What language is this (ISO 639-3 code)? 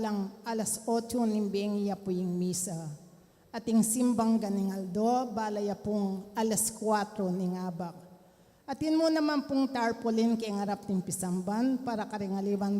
pam